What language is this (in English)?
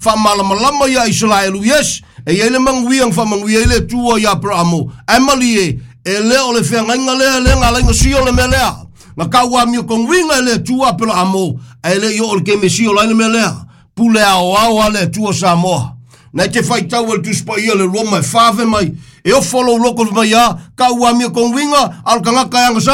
Samoan